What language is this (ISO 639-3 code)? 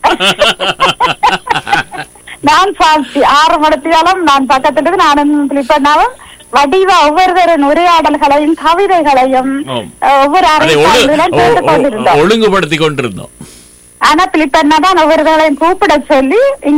tam